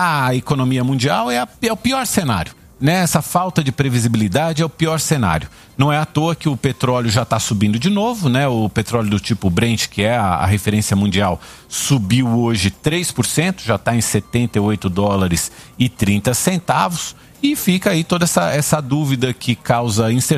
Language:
Portuguese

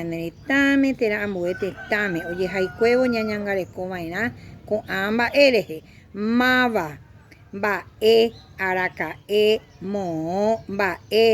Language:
Guarani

